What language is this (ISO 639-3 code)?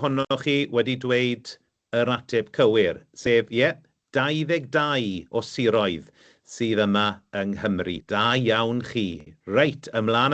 cym